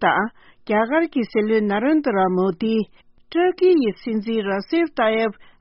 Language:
Tibetan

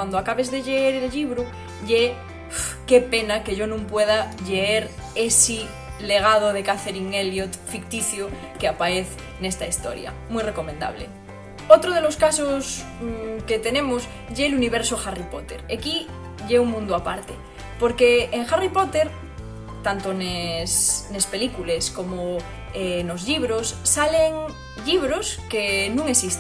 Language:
Asturian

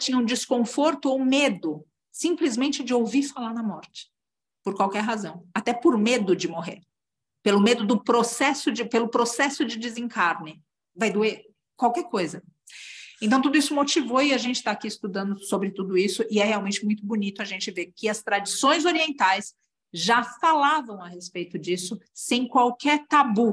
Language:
Portuguese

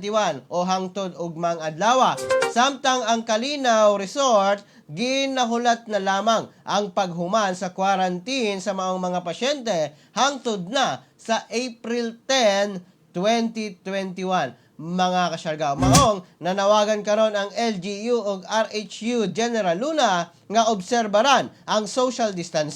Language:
Cebuano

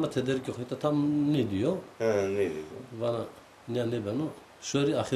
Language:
Zaza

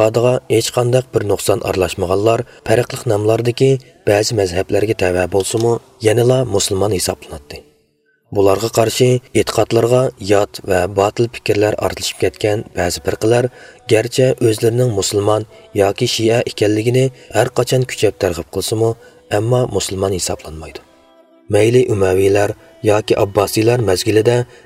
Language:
Uyghur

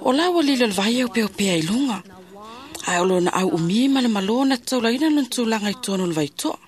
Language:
Samoan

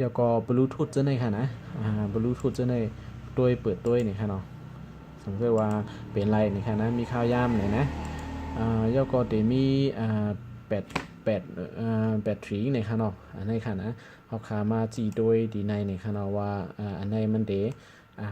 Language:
Shan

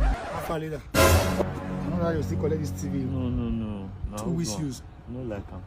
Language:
Nigerian Pidgin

